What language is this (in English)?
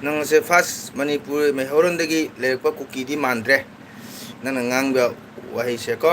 Manipuri